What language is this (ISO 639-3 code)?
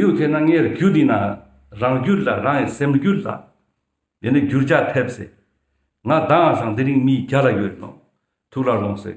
lbj